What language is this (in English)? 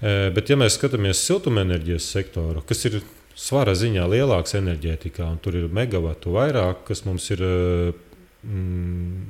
Latvian